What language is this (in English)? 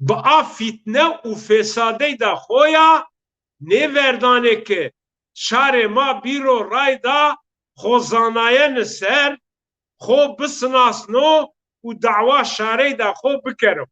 Zaza